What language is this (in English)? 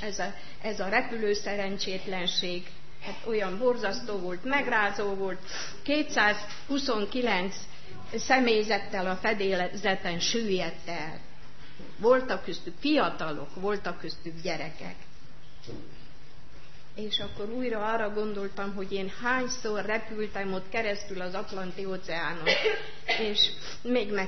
Hungarian